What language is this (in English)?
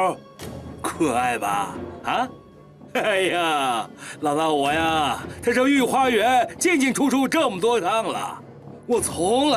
Chinese